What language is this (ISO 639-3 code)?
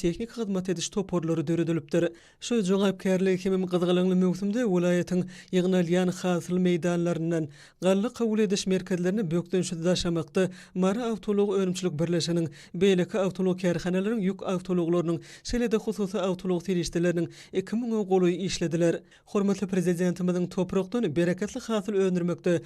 tuk